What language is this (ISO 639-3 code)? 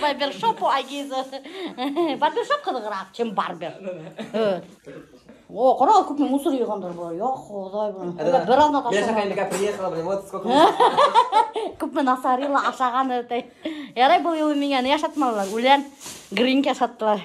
bak